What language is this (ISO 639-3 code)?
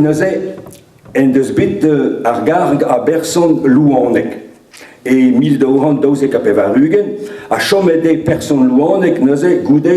bre